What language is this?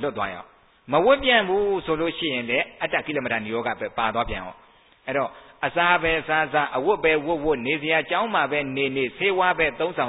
Burmese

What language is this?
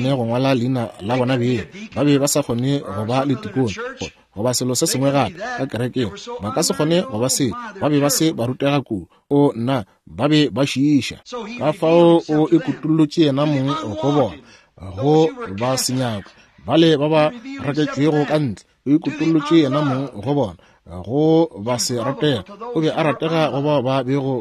Northern Sotho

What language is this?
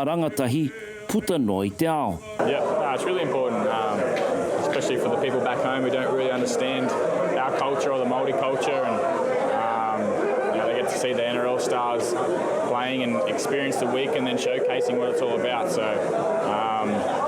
Māori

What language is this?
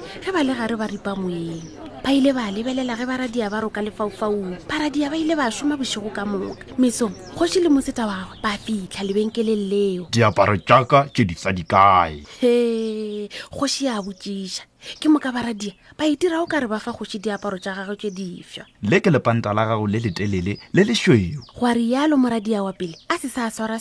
Northern Sotho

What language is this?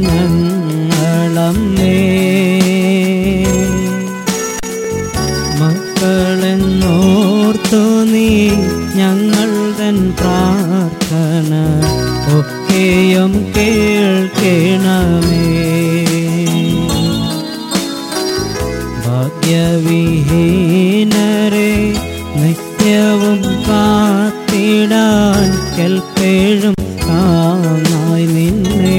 Malayalam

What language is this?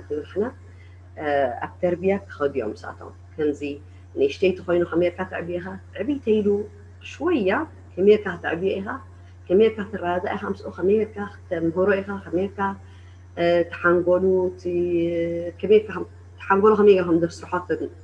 Tigrinya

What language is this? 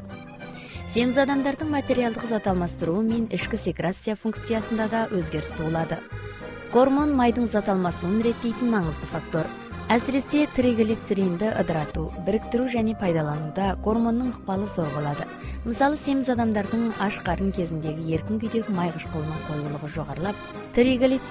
Kazakh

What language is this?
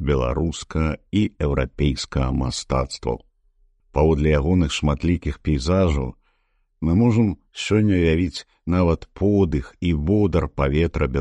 Belarusian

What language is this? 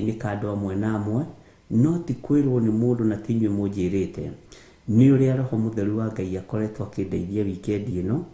Kikuyu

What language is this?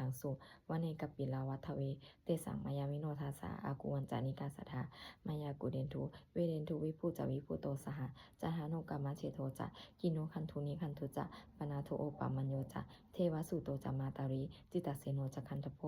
Pali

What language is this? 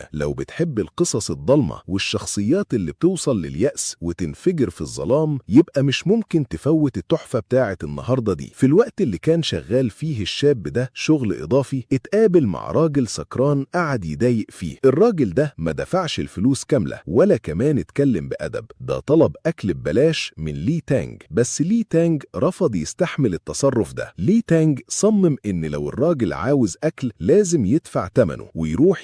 Egyptian Arabic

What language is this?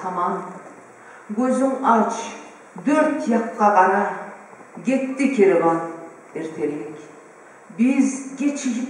Kumyk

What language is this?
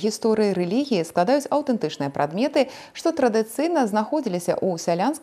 Belarusian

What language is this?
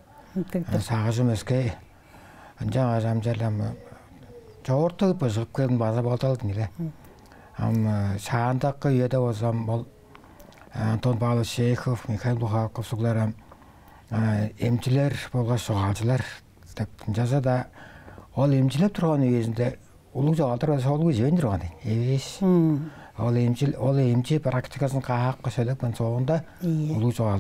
Tuvinian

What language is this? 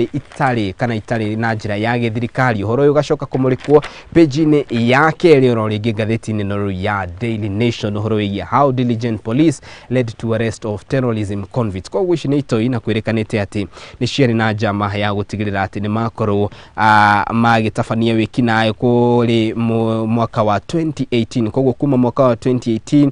Kikuyu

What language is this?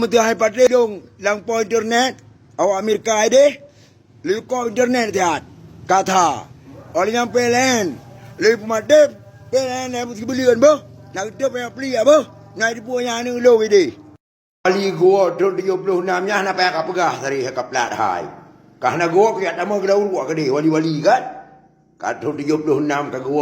Achinese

